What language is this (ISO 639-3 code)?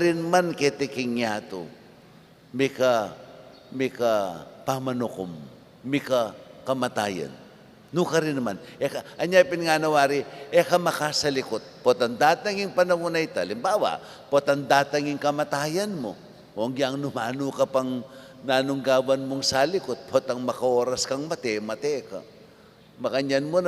pam